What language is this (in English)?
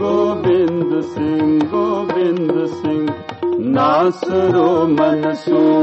Punjabi